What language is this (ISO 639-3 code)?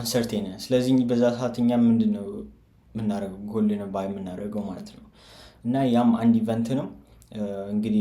amh